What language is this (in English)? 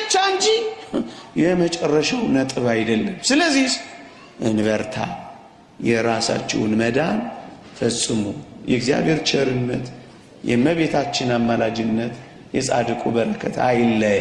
Amharic